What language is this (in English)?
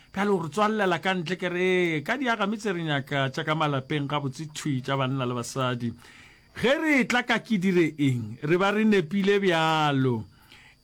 Northern Sotho